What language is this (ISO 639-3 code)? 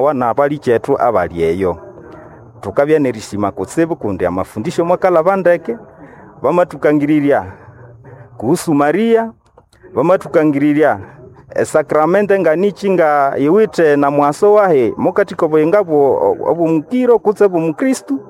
nnb